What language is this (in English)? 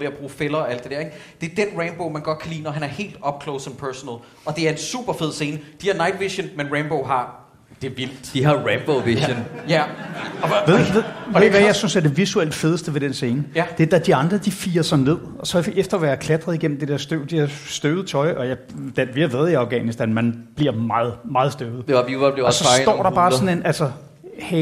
Danish